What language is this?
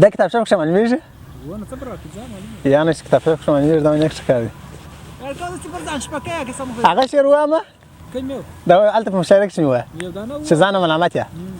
Pashto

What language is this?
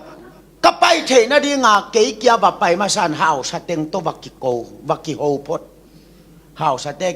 Tedim Chin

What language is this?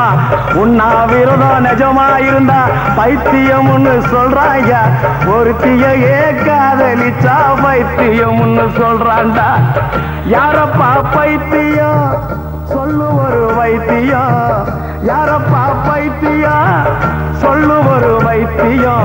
Tamil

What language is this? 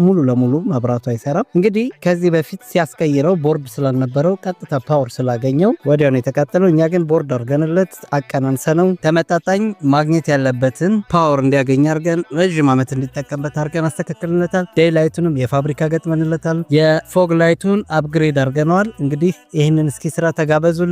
Amharic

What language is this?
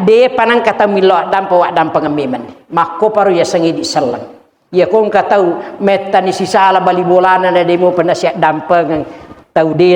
Buginese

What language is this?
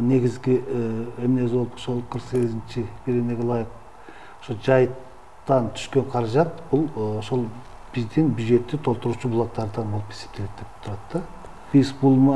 Kyrgyz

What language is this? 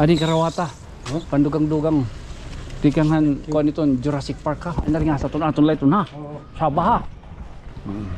Waray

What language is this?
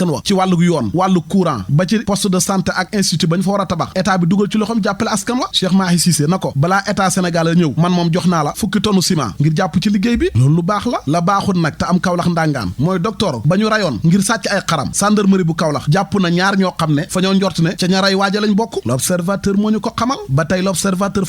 Wolof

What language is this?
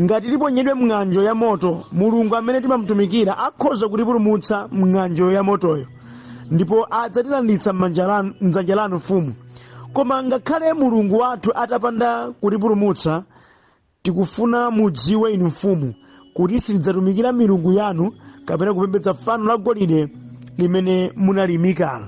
Nyanja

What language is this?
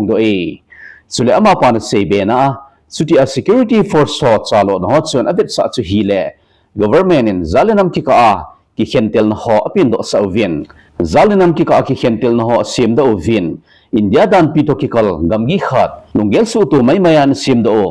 Thado Chin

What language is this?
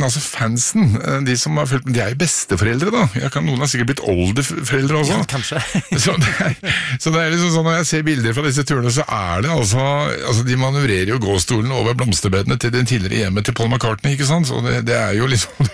Norwegian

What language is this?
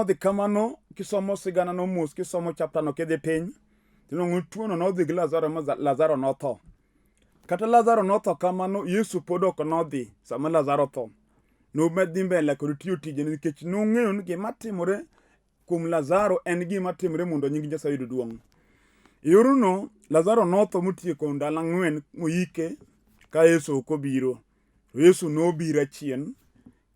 Luo (Kenya and Tanzania)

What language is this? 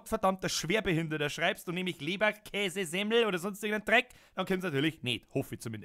Bavarian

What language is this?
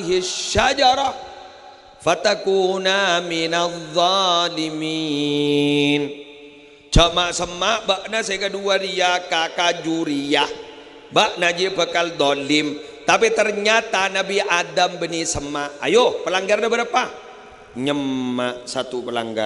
Madurese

